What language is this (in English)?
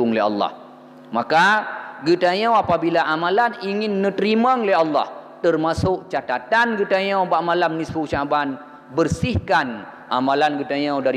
Achinese